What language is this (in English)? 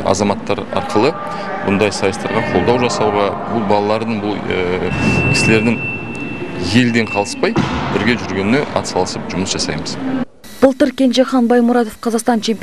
Kazakh